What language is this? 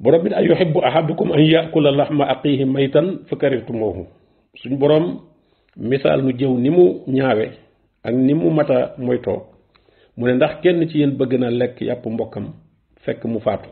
Wolof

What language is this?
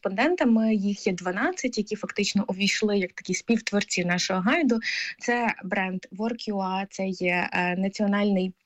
Ukrainian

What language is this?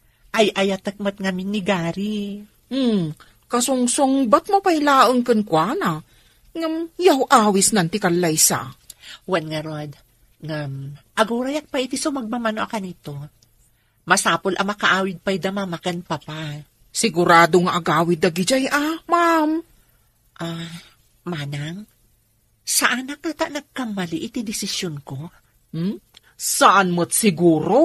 Iloko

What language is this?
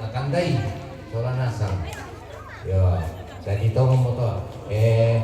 Toraja-Sa'dan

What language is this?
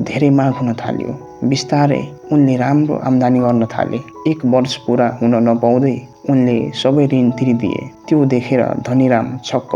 Nepali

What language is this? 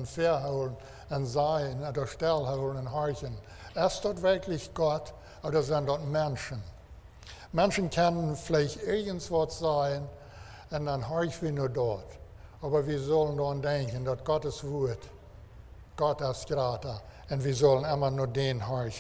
Plautdietsch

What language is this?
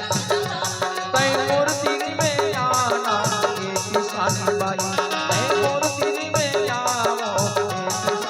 Chhattisgarhi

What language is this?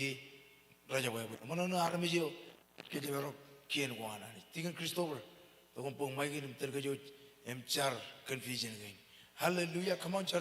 Marshallese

